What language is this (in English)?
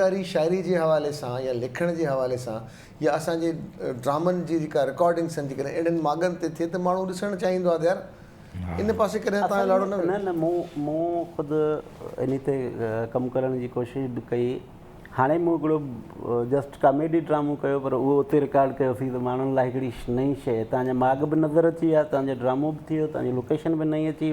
Sindhi